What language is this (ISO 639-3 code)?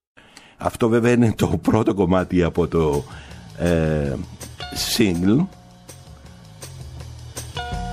ell